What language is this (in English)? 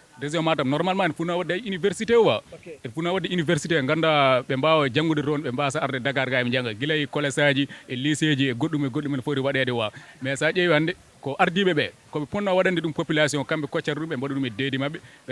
Fula